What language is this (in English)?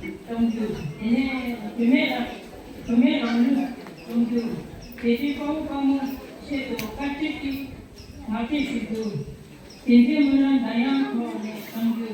Tibetan